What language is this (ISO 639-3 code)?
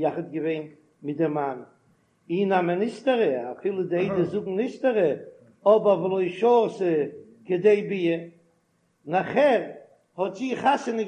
yid